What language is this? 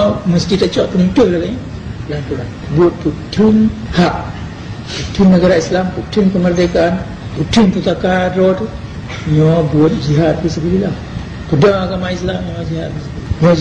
Achinese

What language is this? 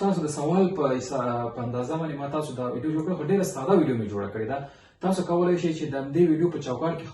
Pashto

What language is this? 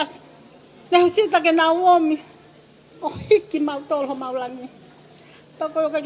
Tongan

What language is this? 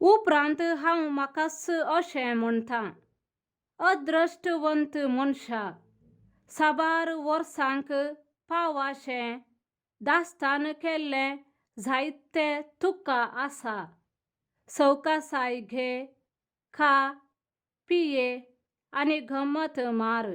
Konkani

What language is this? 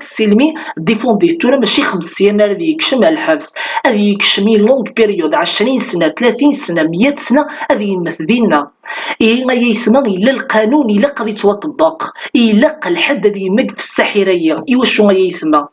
Kabyle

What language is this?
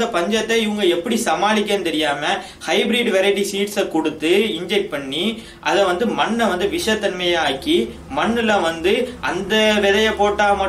Tamil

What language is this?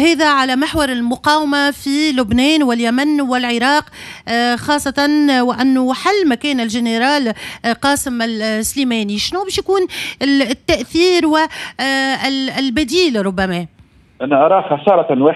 Tunisian Arabic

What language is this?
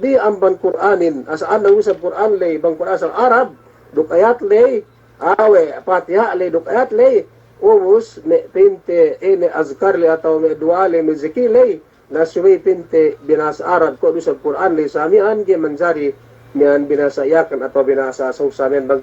Yakan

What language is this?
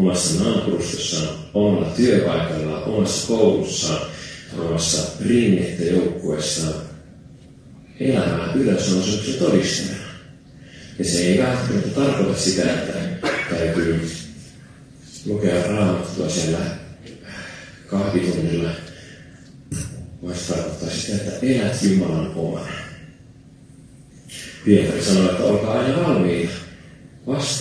Finnish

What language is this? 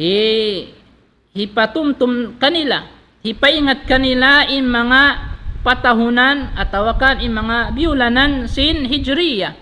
Tausug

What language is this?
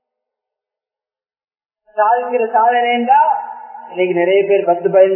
Tamil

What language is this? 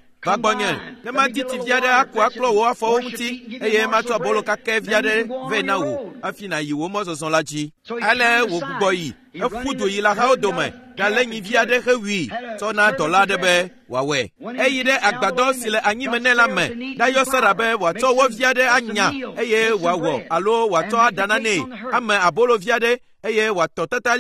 Ewe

